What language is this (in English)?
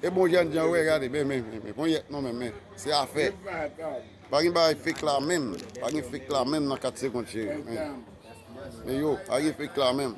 Haitian Creole